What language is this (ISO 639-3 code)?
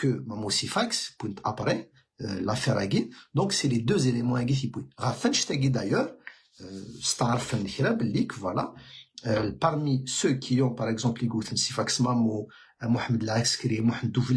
kab